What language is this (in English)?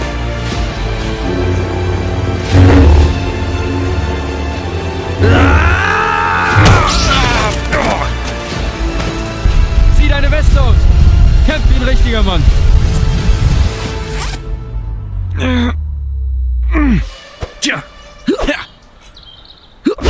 German